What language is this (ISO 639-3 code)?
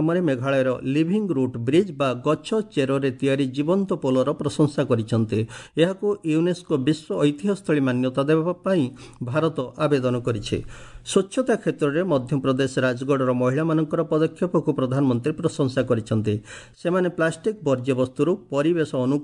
ori